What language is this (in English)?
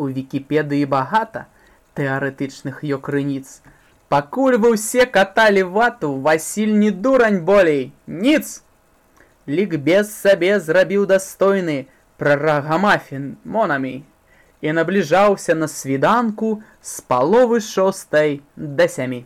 Belarusian